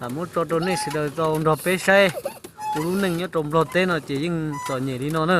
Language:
Hmong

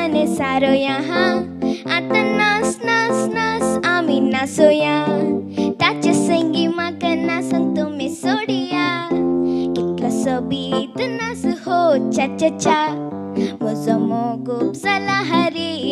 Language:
Konkani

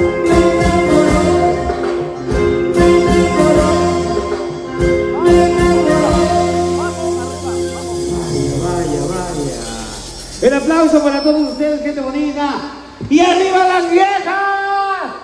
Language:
Spanish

